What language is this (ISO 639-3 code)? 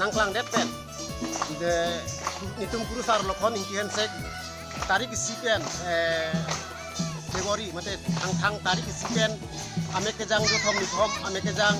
mjw